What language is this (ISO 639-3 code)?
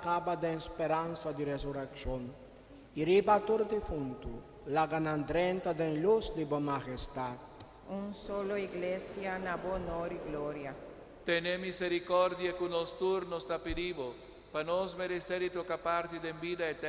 pap